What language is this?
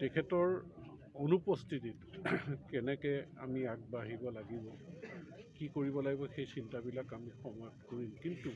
Assamese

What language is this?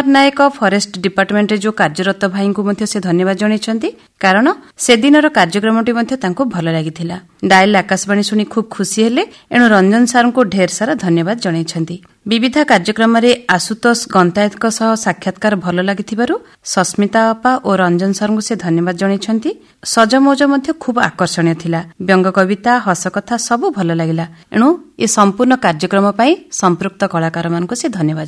Odia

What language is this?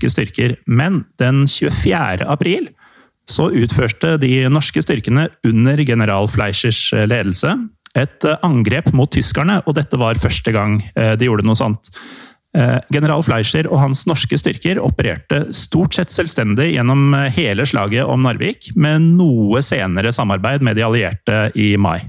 Norwegian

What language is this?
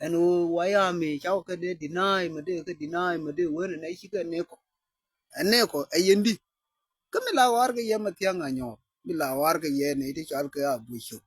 Nuer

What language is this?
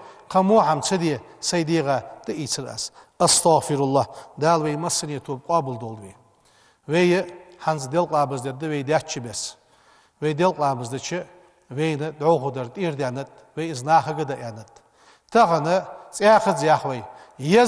Ingush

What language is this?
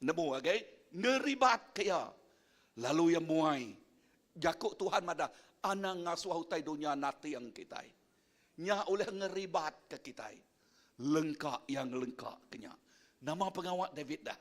Iban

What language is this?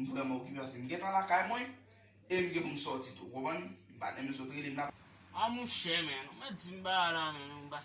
Haitian Creole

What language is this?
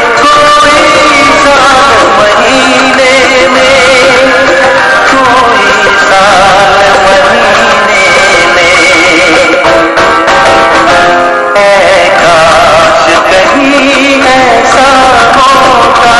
Hindi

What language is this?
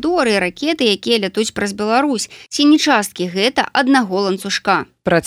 Belarusian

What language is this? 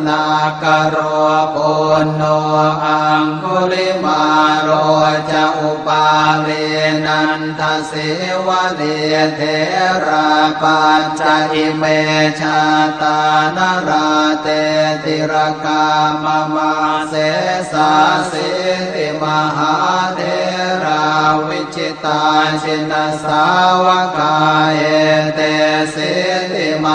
Pali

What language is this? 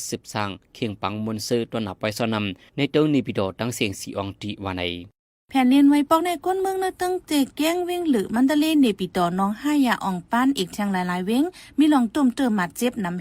Shan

